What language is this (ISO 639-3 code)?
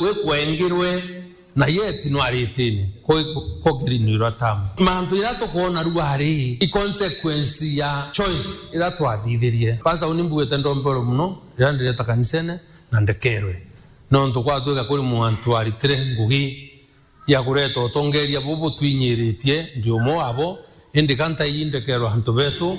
mer